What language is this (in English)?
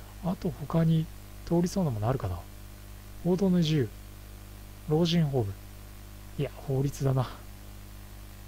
Japanese